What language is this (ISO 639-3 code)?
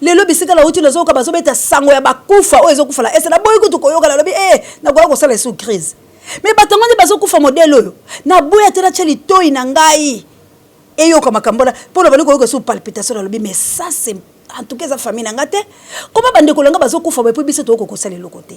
lin